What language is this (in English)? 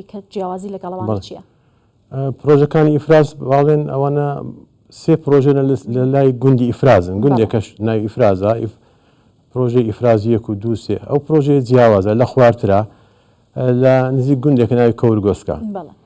Central Kurdish